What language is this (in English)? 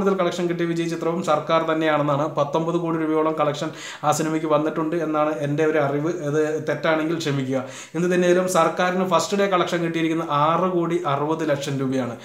Malayalam